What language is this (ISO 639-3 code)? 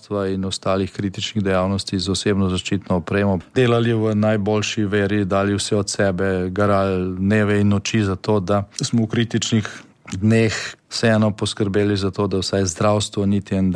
slv